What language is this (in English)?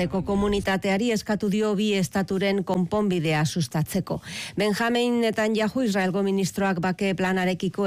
Basque